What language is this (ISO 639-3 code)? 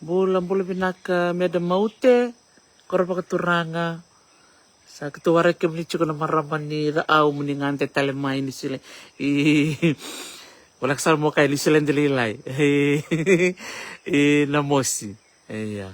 fij